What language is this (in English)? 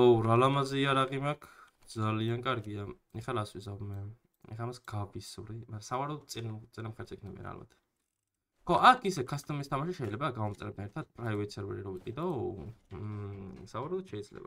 Georgian